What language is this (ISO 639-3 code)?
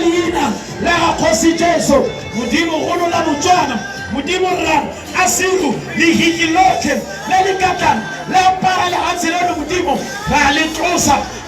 tsn